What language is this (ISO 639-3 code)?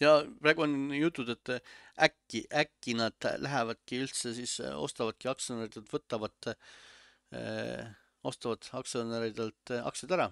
est